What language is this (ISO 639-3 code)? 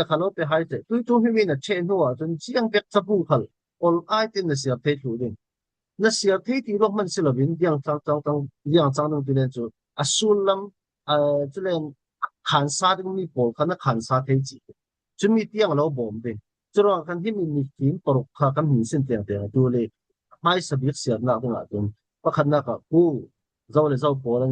cfm